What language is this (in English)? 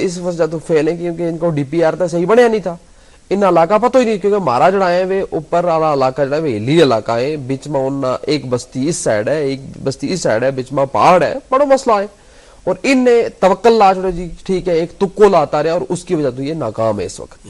Gujari